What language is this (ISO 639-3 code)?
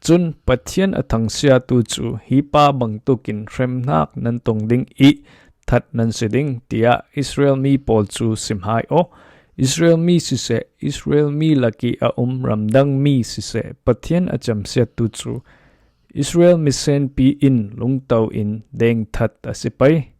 cfm